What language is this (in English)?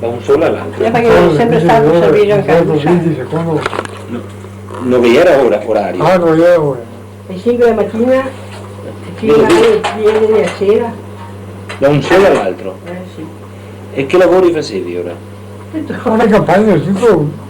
Venetian